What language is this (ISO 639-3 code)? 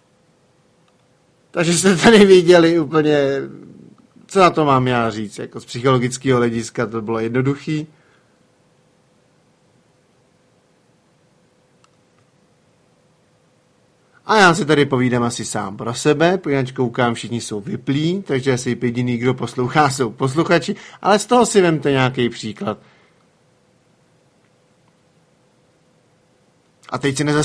ces